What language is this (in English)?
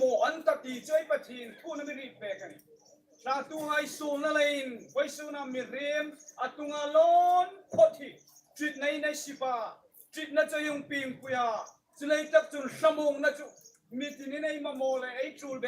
Hmar